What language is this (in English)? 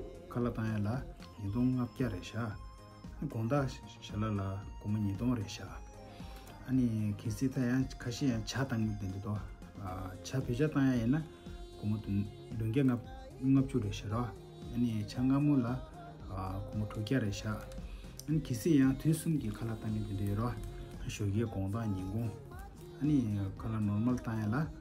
Tibetan